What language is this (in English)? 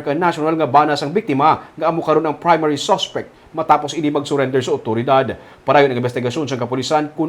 Hiligaynon